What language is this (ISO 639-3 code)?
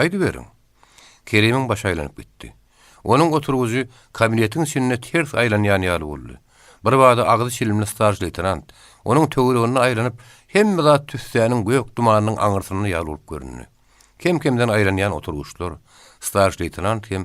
tuk